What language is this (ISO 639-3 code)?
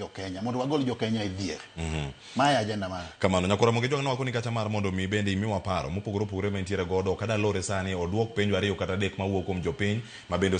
luo